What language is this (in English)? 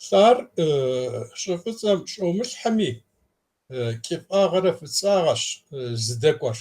Kabardian